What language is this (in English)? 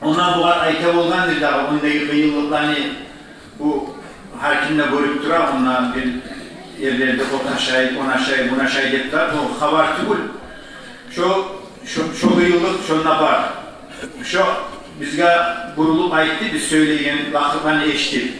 Kumyk